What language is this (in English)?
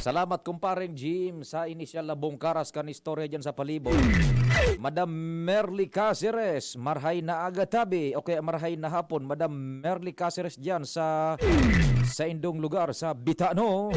Bikol